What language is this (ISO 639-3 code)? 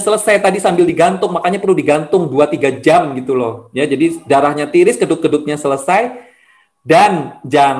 ind